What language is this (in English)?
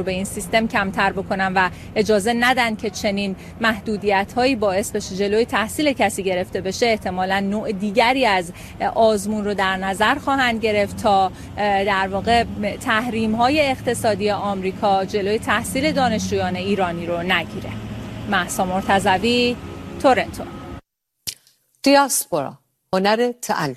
Persian